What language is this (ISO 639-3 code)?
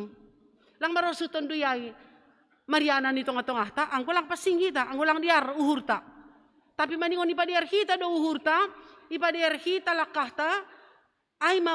bts